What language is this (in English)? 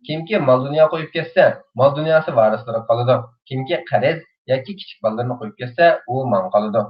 Uyghur